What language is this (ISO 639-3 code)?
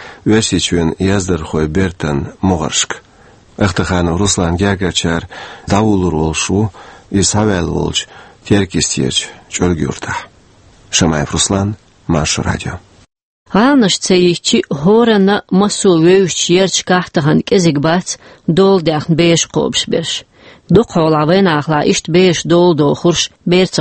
che